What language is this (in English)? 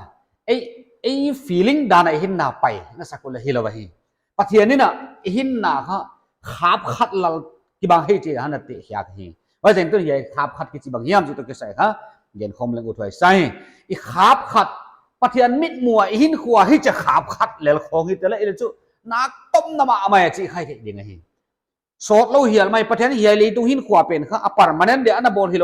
Paite Chin